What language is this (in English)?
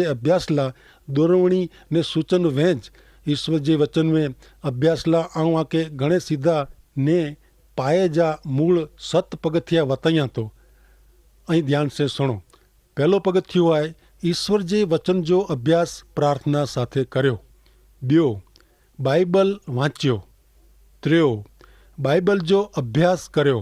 Kachhi